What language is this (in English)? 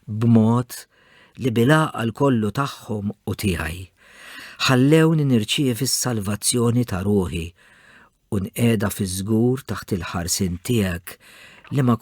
Maltese